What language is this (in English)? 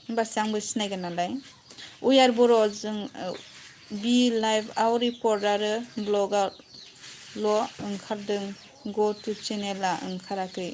Bodo